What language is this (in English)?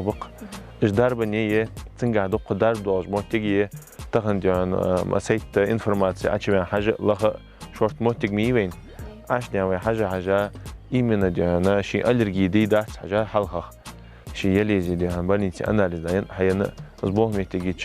Ingush